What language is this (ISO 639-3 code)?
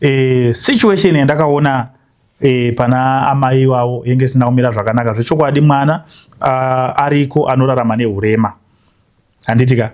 sna